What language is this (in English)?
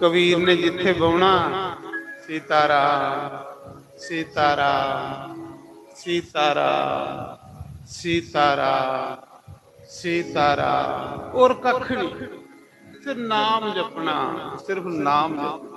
Dogri